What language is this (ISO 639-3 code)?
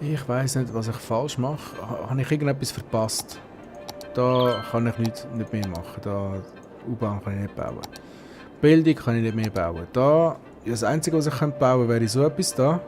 gsw